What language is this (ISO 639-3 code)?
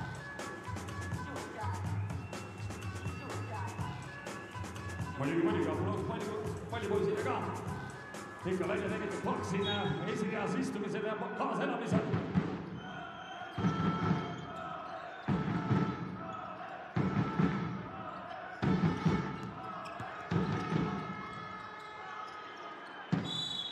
est